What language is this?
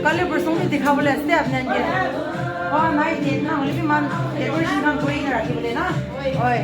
Naga Pidgin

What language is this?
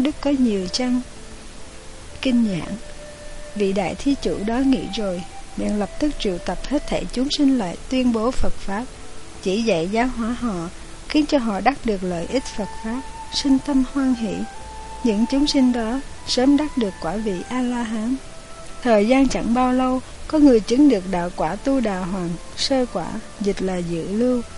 Vietnamese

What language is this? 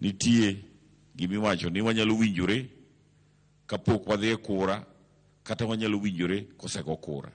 Luo (Kenya and Tanzania)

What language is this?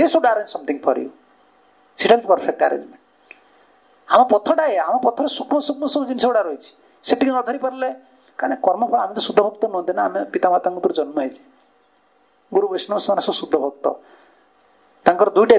Odia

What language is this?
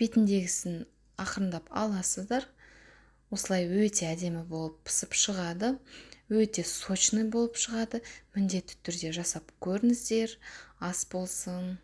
Kazakh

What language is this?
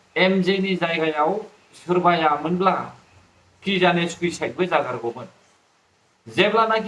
Bodo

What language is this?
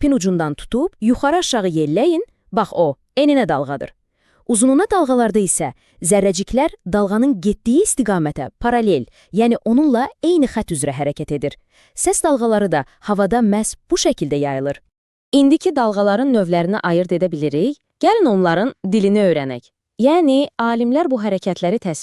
Azerbaijani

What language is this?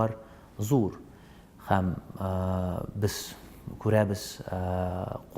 Tatar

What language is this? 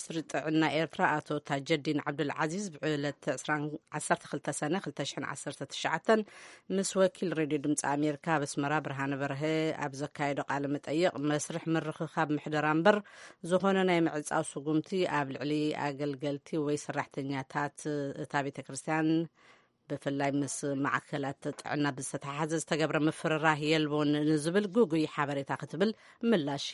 Tigrinya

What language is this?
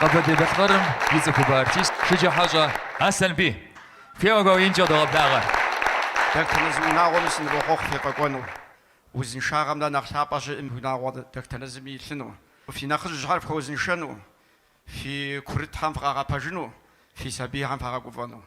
Kabardian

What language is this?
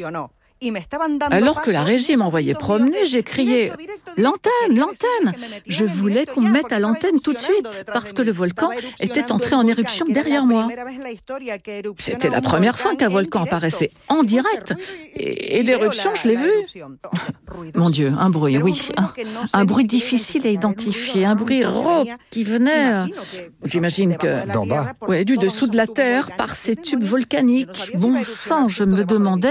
French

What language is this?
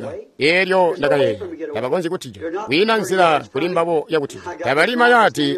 Tonga (Zambia)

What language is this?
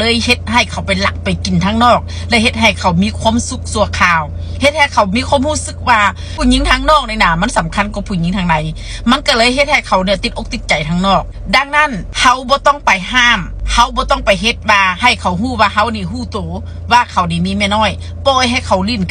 Lao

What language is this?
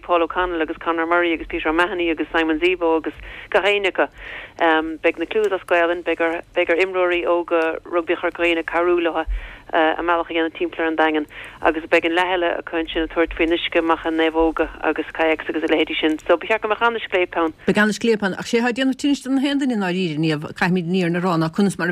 Irish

